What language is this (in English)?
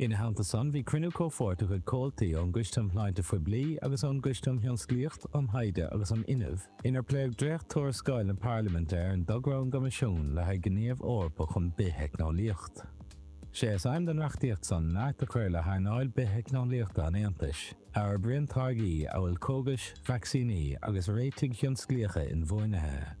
Irish